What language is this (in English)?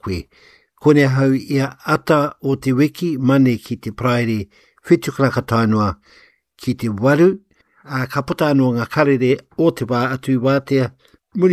Māori